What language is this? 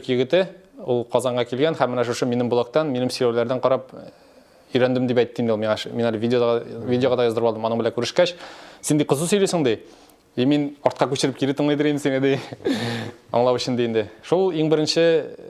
Tatar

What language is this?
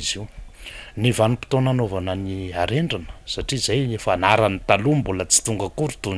Malagasy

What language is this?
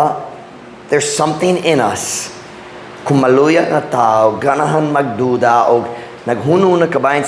Cebuano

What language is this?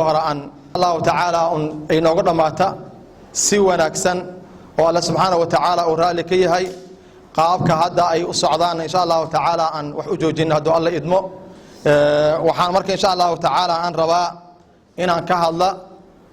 Somali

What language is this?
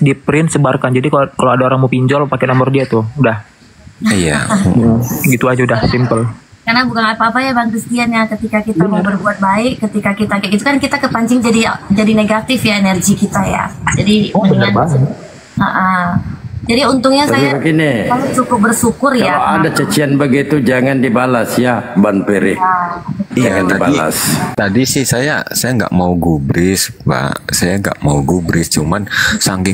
Indonesian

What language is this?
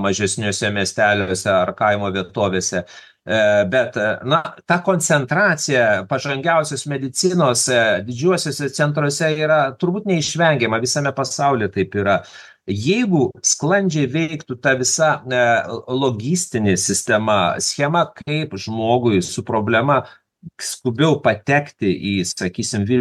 Lithuanian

